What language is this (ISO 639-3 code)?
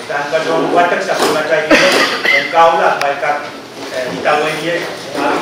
pon